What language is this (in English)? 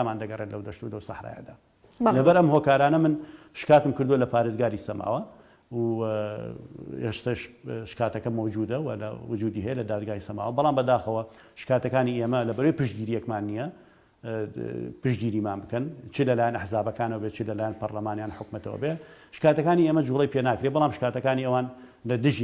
Central Kurdish